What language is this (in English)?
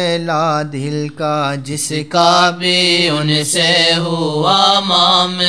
Urdu